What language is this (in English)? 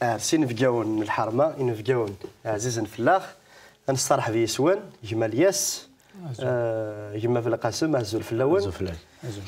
Kabyle